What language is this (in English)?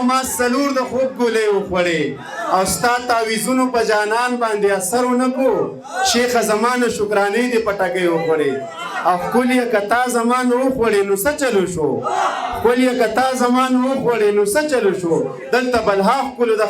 Pashto